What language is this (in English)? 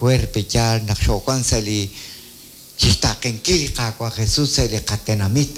Kekchí